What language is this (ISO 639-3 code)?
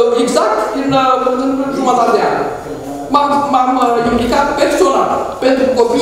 ron